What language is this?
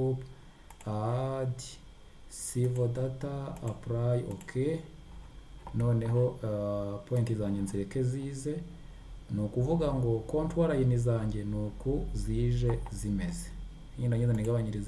Kinyarwanda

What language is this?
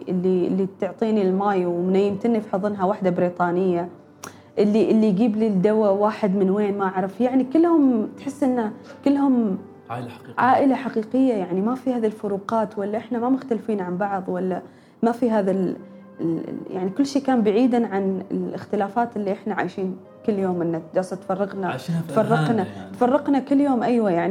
Gulf Arabic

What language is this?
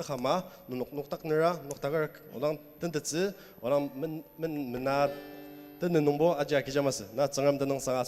Ao Naga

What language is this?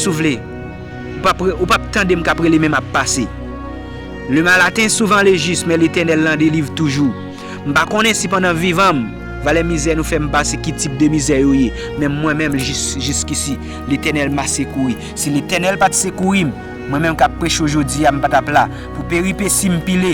Haitian Creole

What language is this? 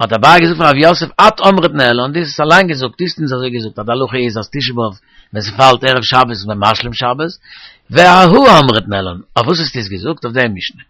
Yiddish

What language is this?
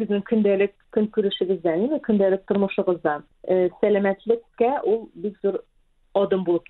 Tatar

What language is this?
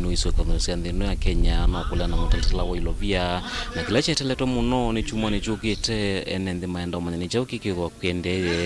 Kamba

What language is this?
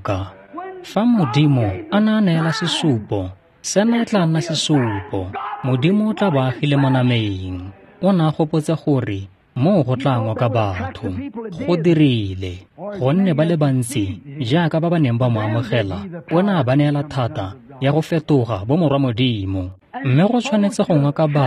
Tswana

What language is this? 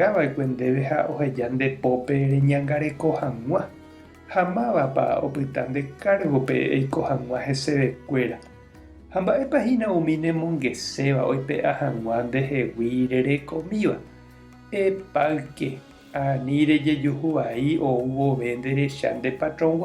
Guarani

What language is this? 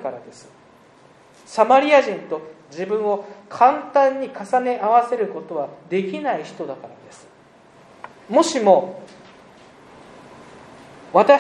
Japanese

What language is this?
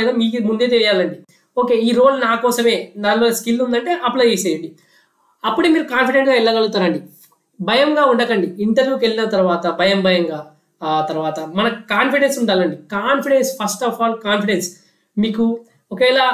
Telugu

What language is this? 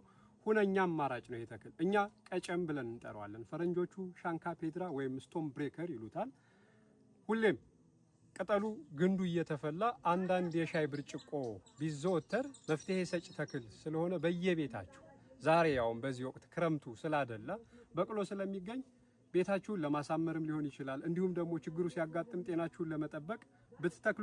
Amharic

